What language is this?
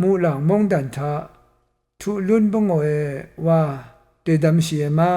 Rawang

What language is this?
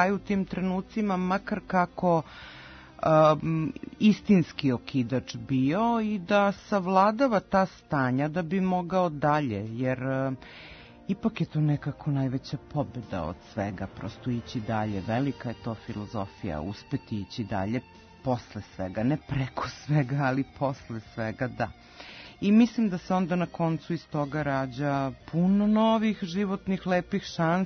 Serbian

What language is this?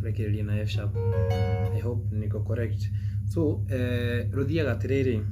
Kikuyu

